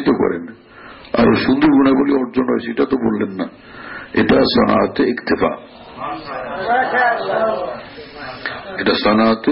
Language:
Bangla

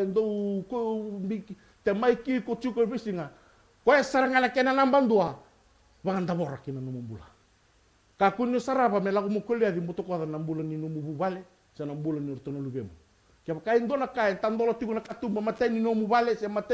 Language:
Fijian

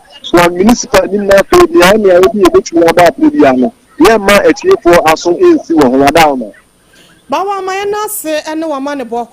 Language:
Akan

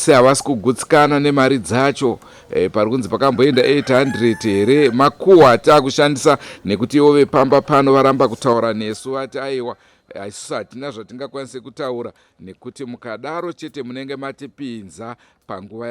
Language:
Shona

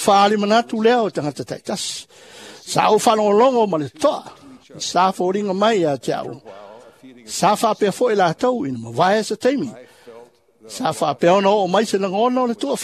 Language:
Samoan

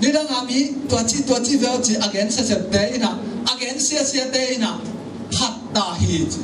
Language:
Tedim Chin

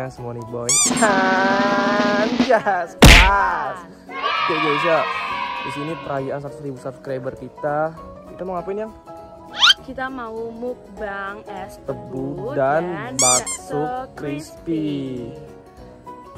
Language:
Indonesian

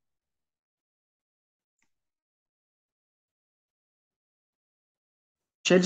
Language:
Turkish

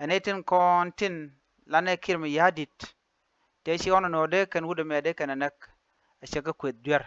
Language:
Nuer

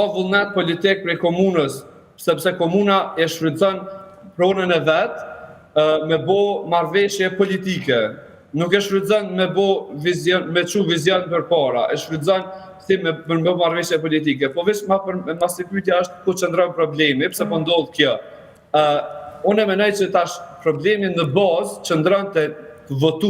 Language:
Albanian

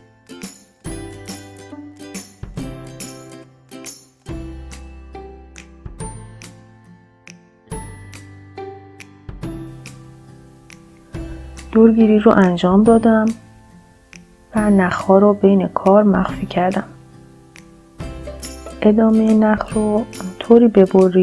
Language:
Persian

